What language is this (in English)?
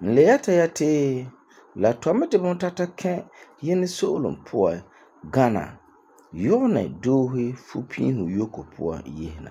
Frafra